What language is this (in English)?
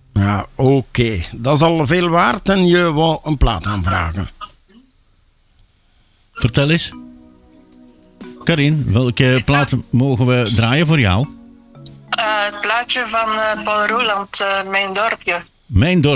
Dutch